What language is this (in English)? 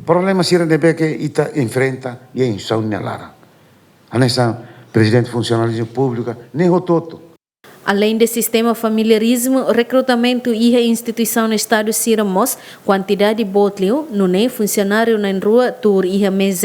Tetum